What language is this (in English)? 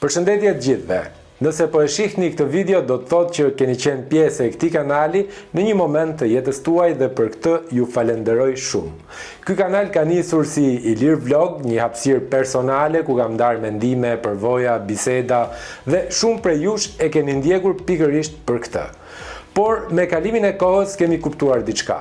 Albanian